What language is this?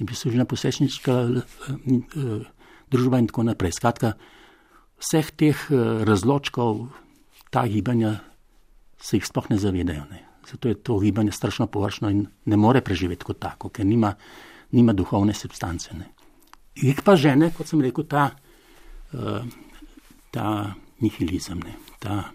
Slovenian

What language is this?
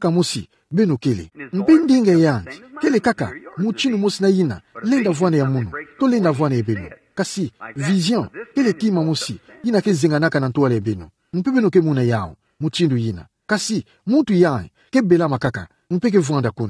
Kituba (Democratic Republic of Congo)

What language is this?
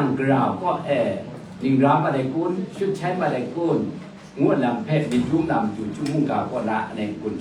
Kachin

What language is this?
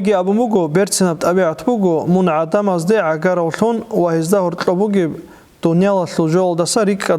Avaric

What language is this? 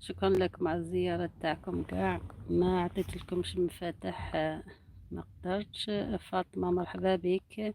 Algerian Arabic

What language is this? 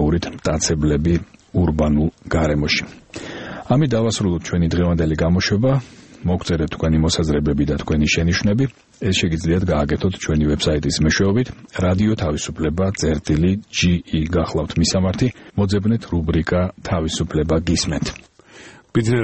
Georgian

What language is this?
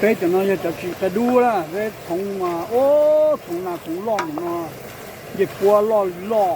Hmong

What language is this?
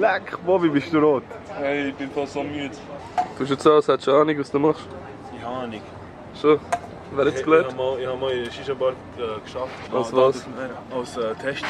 Swiss German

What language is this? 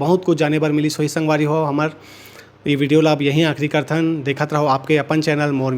Chhattisgarhi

